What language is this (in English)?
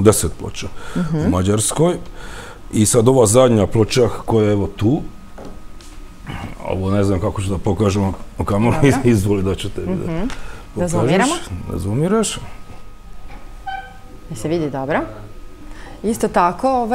Serbian